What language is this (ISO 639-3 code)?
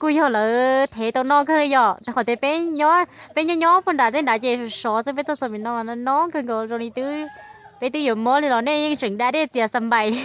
hmn